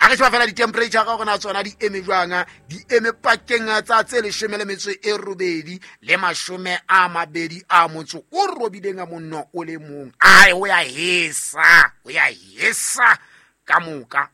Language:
Southern Sotho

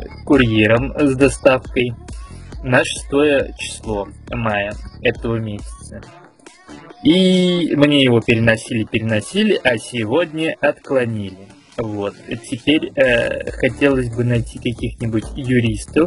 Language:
Russian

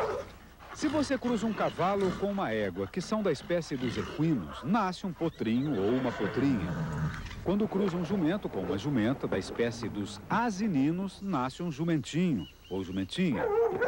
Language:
Portuguese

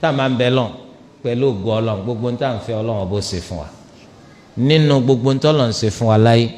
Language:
Yoruba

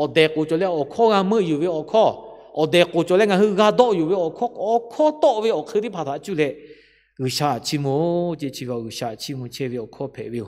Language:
Lahu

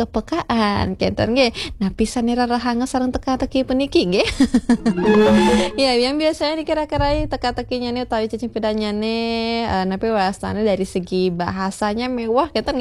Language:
Balinese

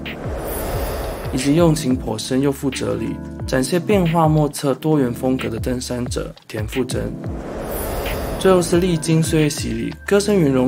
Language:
Chinese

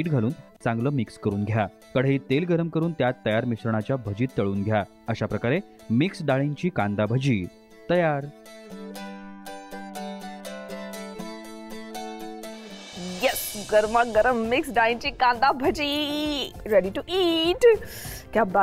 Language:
Marathi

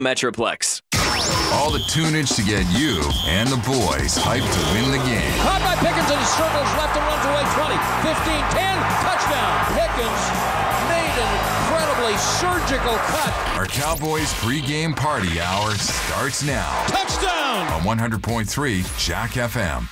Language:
English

